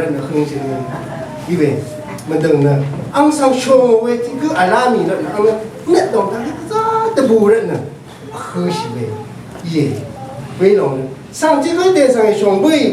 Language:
Rawang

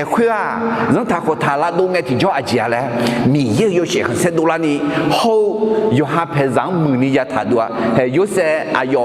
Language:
Akha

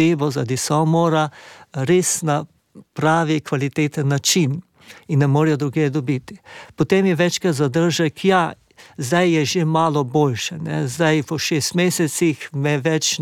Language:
Slovenian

